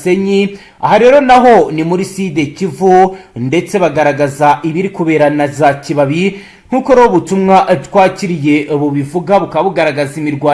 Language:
Kinyarwanda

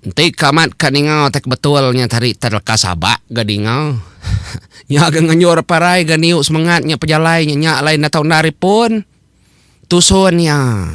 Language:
Iban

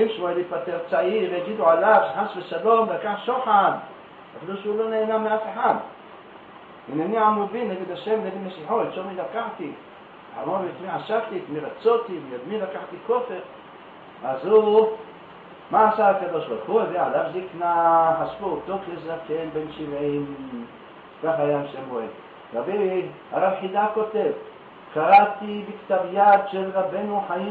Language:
Hebrew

